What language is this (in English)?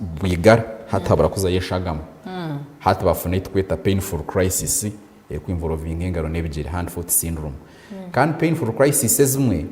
Nyankole